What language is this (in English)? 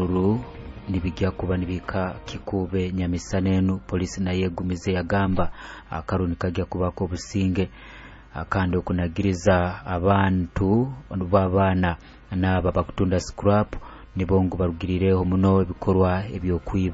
Nyoro